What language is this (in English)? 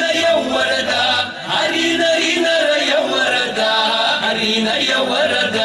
Kabardian